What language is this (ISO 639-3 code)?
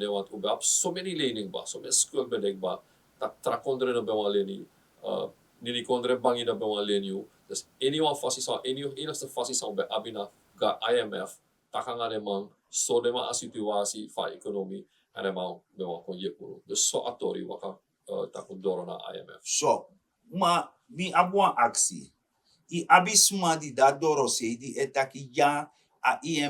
srn